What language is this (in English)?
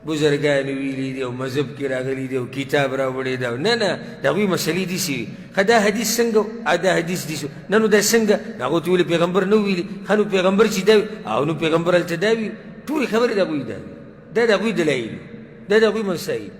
Pashto